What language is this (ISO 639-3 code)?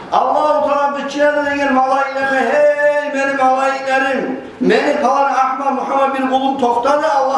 kum